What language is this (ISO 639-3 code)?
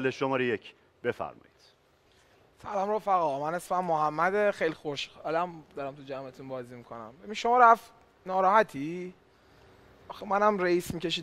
fas